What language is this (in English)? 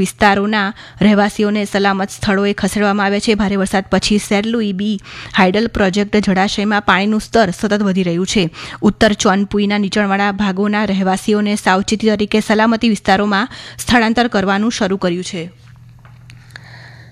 Gujarati